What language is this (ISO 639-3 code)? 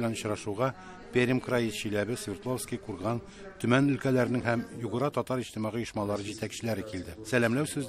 tat